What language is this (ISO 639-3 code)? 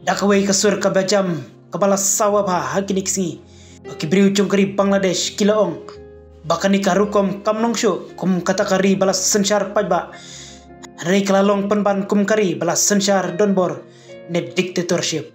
kha